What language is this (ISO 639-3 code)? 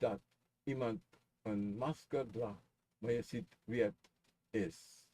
srn